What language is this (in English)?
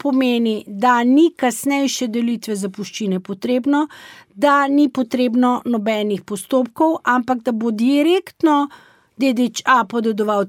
Slovenian